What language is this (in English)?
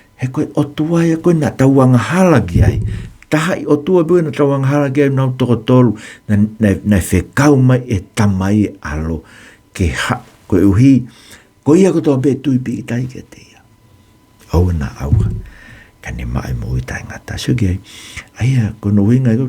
Tongan